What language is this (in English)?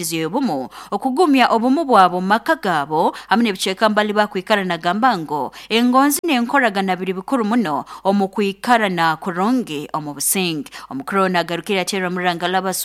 Nyoro